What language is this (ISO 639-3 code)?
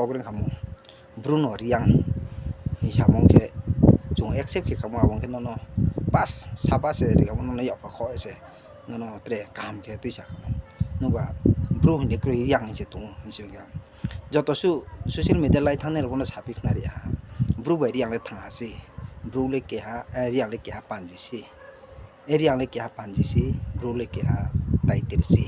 ria